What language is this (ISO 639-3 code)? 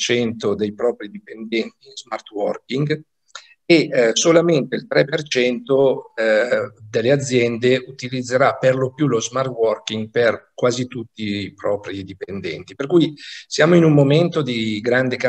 ita